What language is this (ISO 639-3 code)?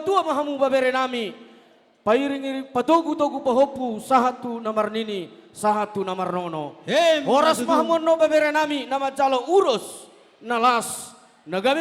bbc